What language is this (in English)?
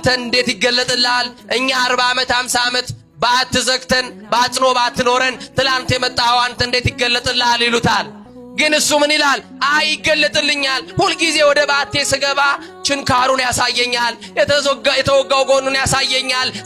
Amharic